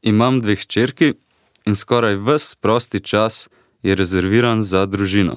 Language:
Slovenian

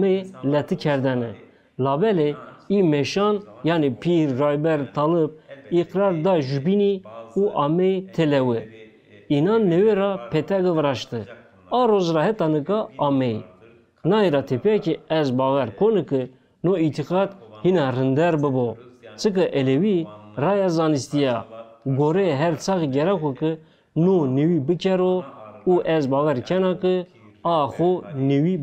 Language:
Zaza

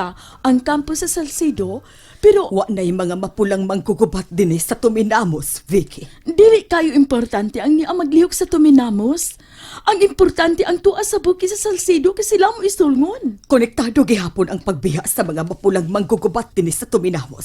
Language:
Cebuano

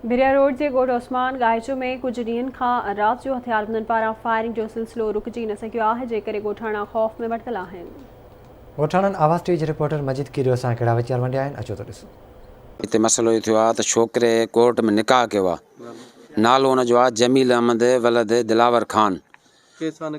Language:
Sindhi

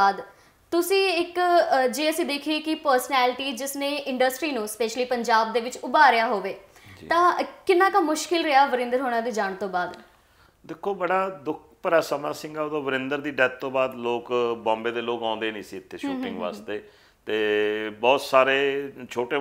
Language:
Punjabi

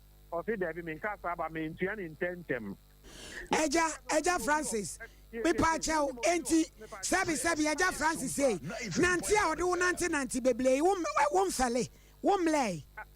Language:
Akan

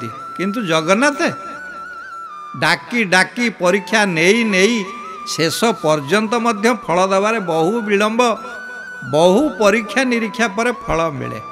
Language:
Odia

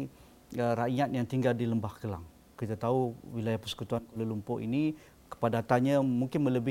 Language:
Malay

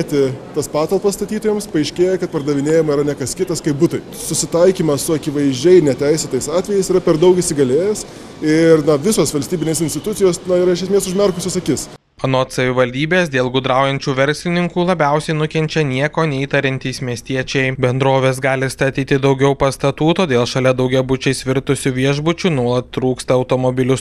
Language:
Lithuanian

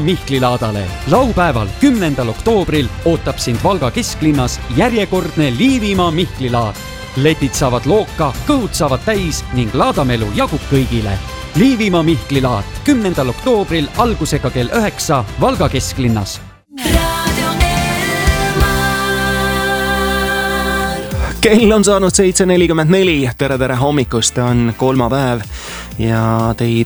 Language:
Estonian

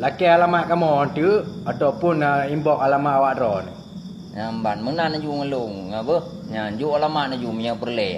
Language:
Achinese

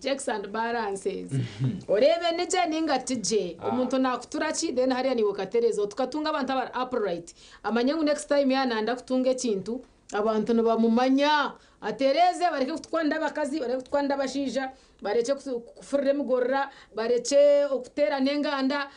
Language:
Nyankole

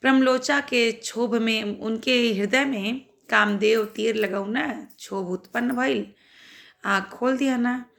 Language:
Bhojpuri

